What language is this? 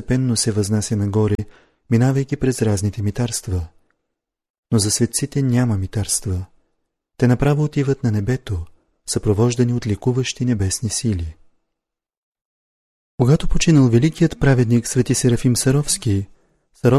Bulgarian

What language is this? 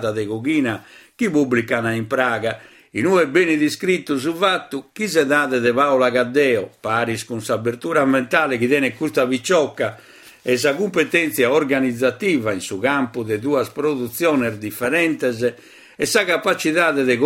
Sardinian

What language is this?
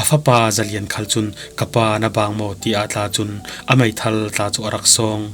Falam Chin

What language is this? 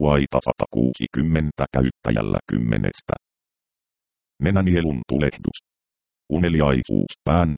Finnish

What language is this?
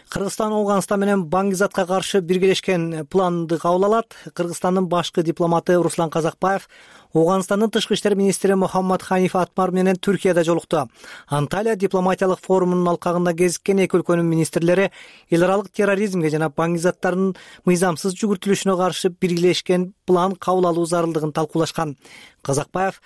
Kyrgyz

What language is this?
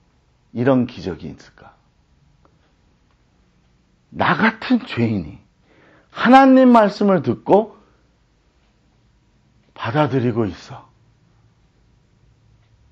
Korean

